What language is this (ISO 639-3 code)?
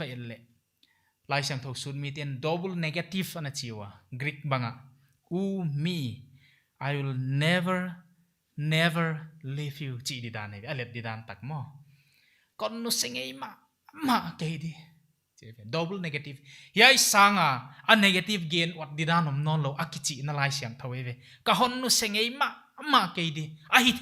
pck